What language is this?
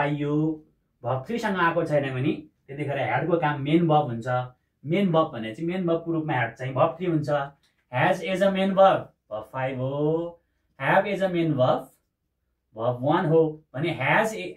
Nepali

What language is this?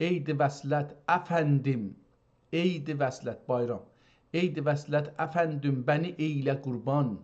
South Azerbaijani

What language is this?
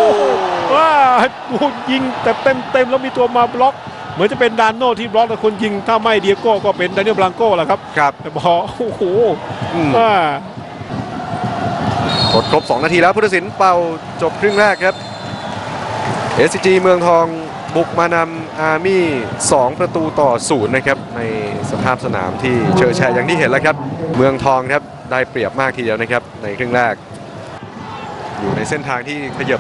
Thai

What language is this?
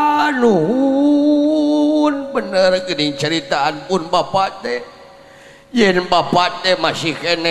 Sundanese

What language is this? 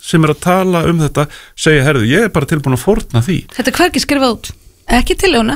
Icelandic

